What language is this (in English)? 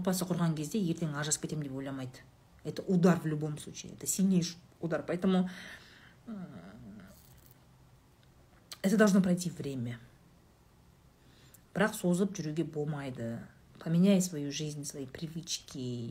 Kazakh